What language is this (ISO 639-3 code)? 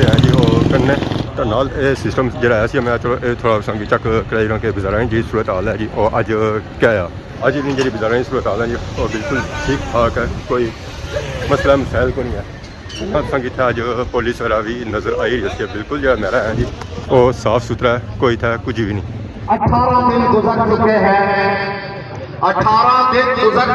phr